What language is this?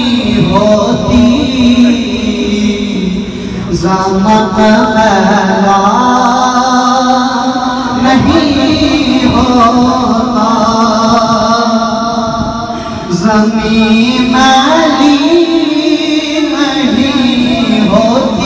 Urdu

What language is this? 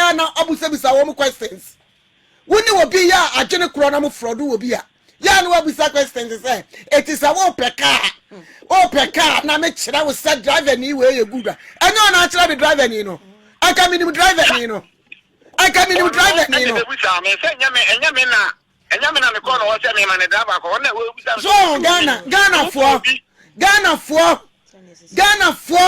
Akan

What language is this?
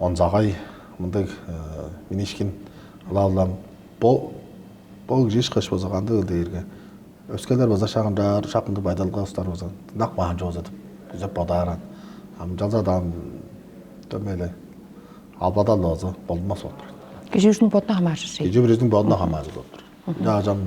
Tuvinian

